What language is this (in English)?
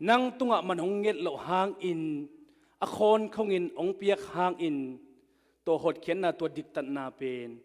Tedim Chin